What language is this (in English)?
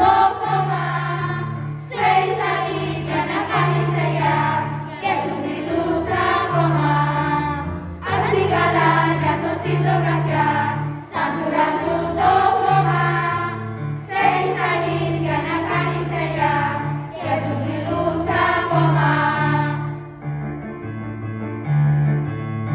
Greek